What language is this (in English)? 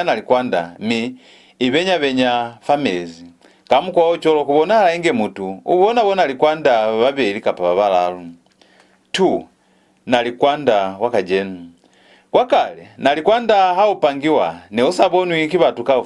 Lozi